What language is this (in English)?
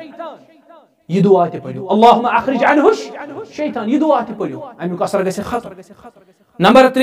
Kashmiri